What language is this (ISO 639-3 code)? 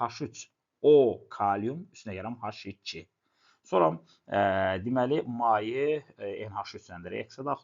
aze